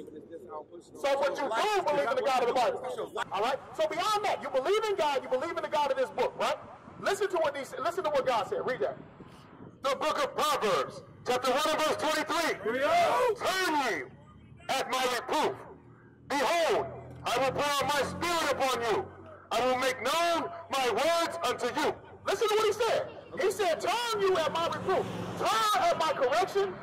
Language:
English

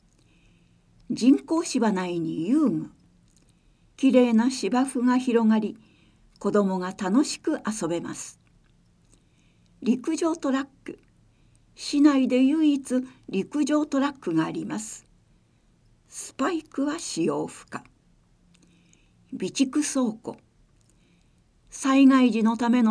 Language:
Japanese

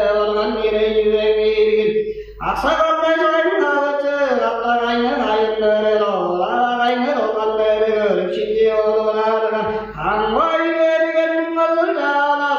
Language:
Tuvinian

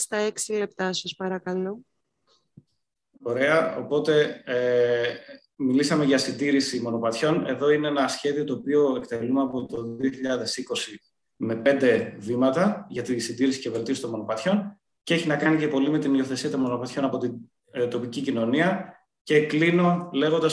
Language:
Greek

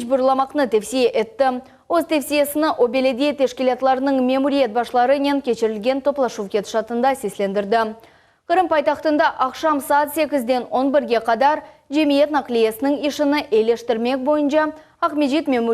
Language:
Crimean Tatar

